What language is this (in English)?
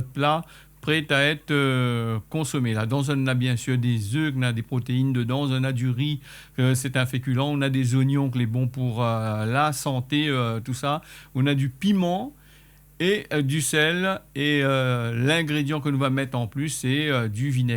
Réunion Creole French